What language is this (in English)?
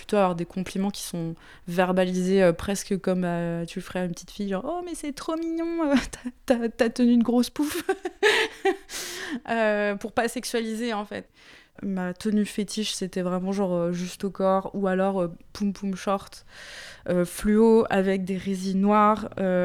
French